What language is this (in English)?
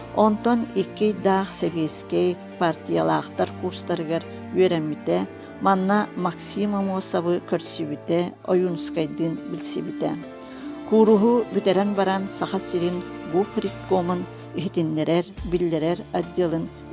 Yakut